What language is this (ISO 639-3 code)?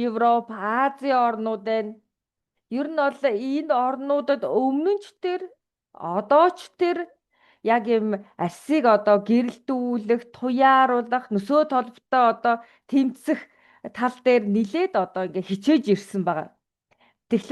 mon